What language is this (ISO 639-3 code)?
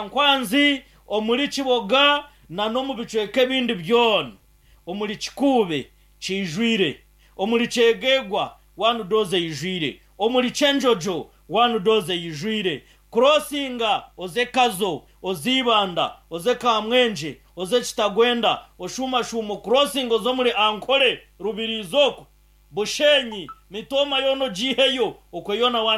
nyn